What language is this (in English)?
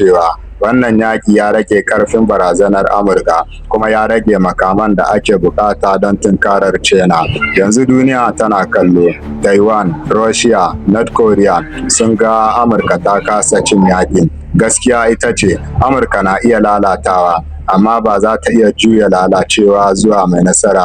Hausa